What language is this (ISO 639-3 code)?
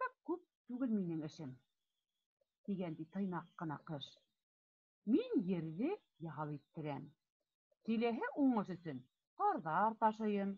bak